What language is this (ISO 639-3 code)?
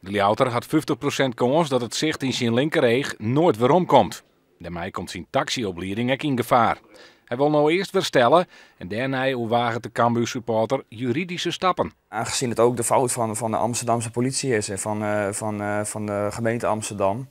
fry